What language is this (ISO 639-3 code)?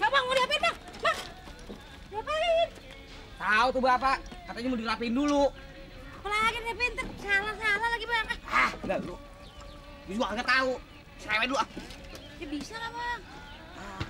bew